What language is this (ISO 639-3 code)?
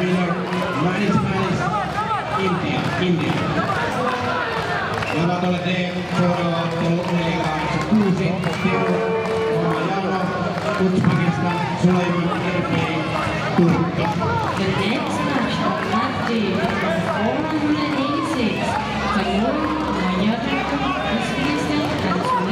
fin